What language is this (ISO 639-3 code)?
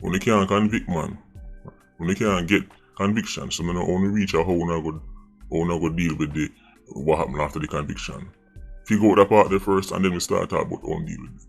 jam